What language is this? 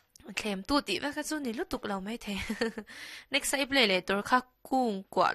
Mizo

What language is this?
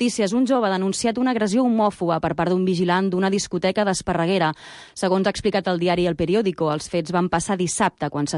Catalan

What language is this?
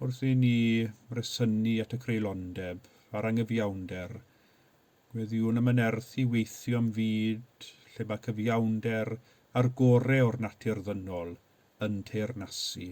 Welsh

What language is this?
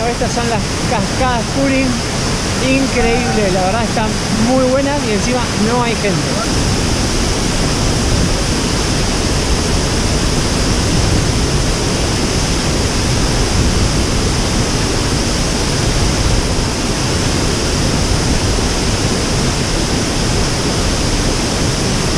Spanish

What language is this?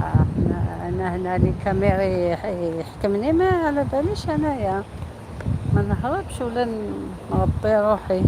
Algerian Arabic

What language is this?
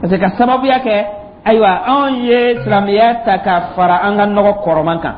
Dyula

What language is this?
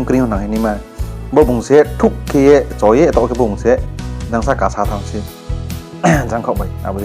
Riang (India)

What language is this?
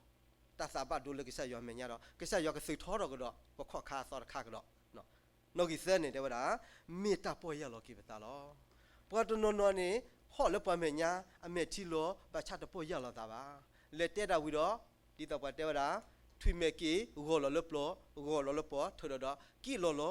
S'gaw Karen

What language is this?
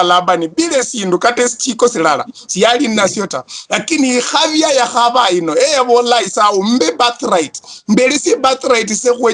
Luyia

